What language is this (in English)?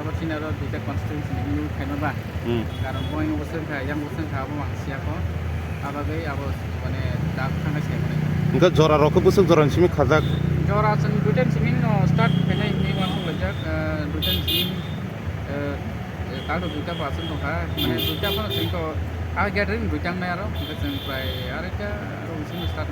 Kok Borok